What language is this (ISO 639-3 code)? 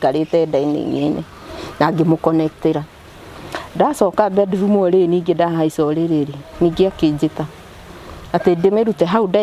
kik